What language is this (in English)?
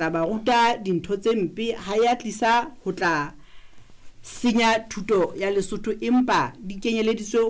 Southern Sotho